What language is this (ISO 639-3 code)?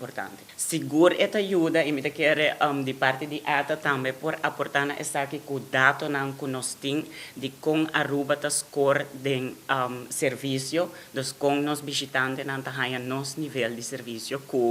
pap